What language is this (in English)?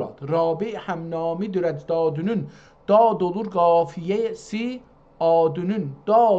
South Azerbaijani